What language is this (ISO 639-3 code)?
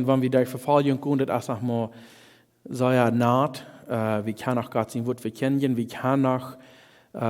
pdt